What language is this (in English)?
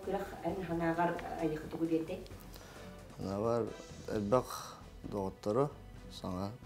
Yakut